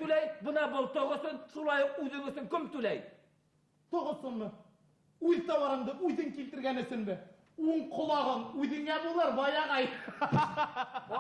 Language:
Bashkir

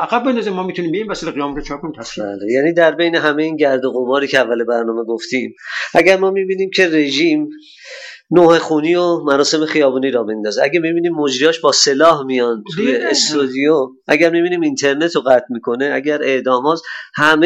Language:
Persian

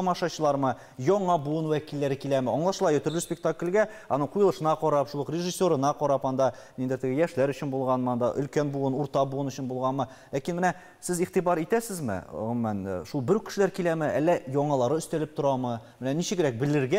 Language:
Tatar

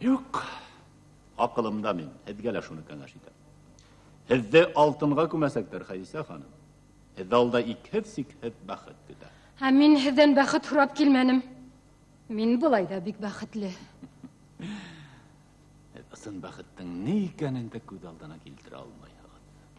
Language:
Bashkir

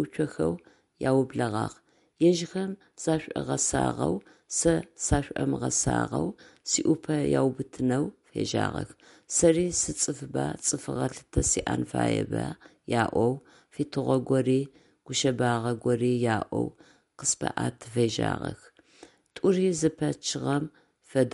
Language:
Adyghe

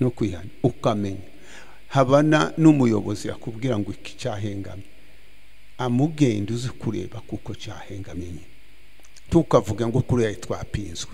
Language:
Kinyarwanda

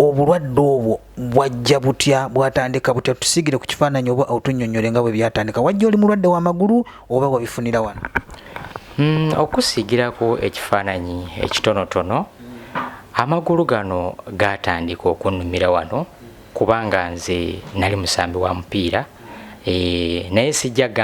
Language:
Ganda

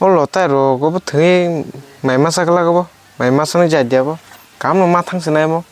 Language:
Kok Borok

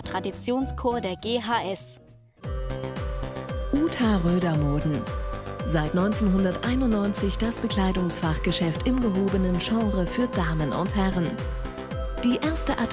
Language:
German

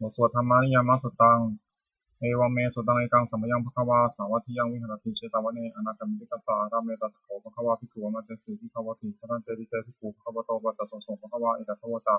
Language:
Pali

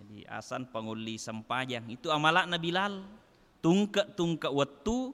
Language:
Buginese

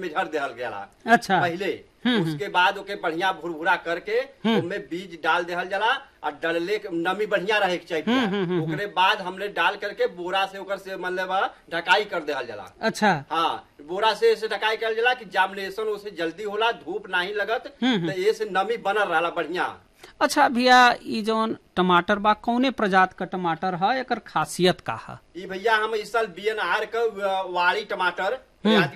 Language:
Bhojpuri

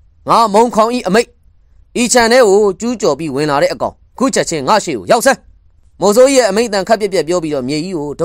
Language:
Burmese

